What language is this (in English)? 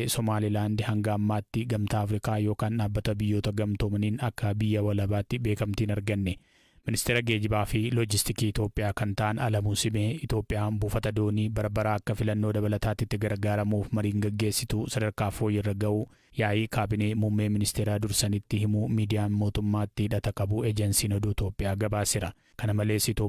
Oromo